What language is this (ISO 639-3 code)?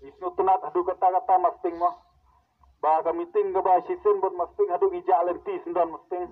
kha